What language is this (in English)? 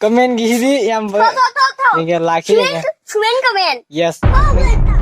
Manipuri